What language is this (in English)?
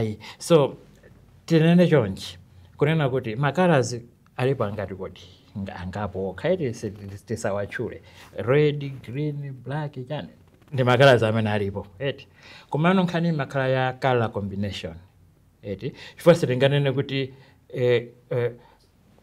Nyanja